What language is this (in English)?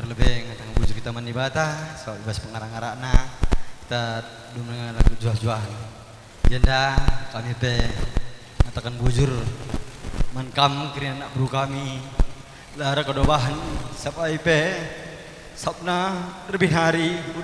Batak Karo